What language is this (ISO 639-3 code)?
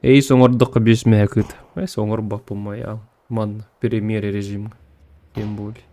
sah